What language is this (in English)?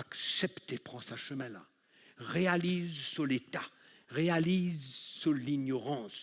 Morisyen